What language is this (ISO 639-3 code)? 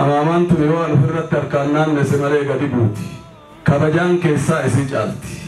orm